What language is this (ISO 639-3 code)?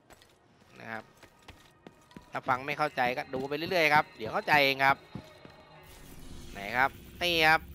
tha